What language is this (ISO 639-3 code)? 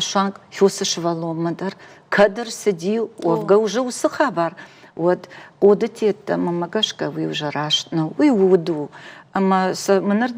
oss